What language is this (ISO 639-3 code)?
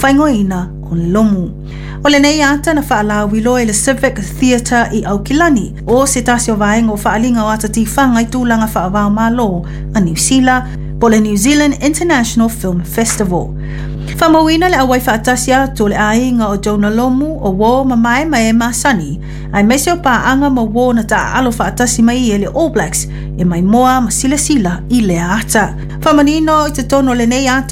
smo